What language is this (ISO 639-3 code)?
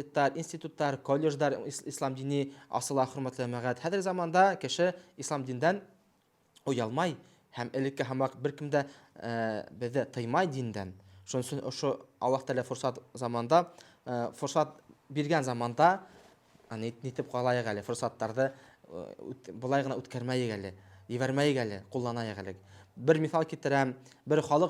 bak